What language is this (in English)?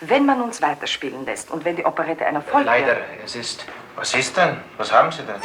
Swiss German